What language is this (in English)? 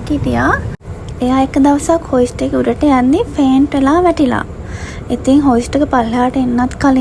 Sinhala